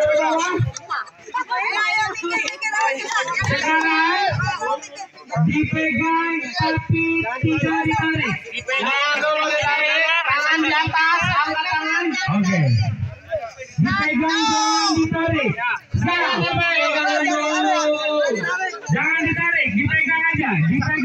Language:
Indonesian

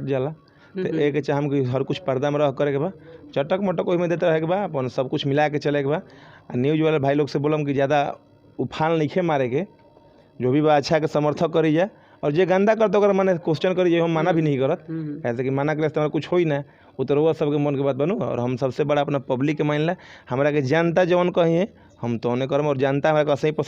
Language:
Bhojpuri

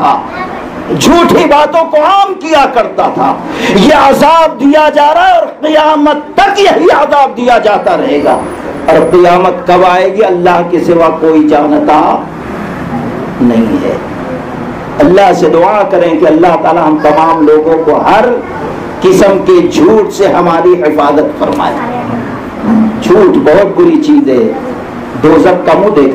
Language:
Urdu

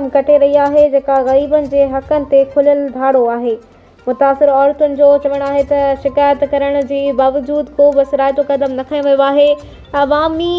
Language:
Sindhi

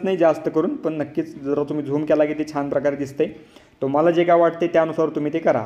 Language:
Marathi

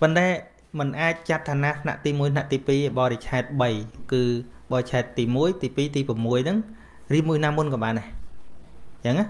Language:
Khmer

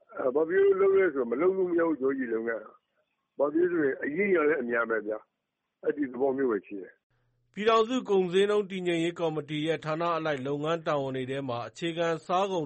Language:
Burmese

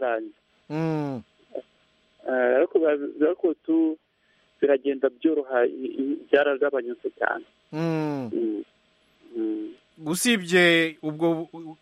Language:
Kinyarwanda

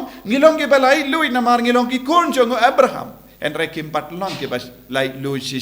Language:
Khasi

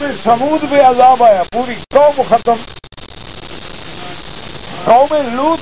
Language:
Urdu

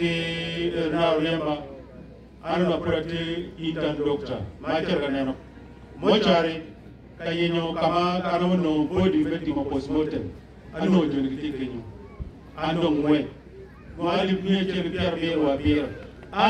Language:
Acoli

